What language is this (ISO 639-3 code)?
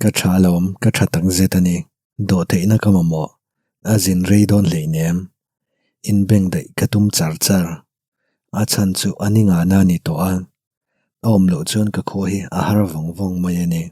lus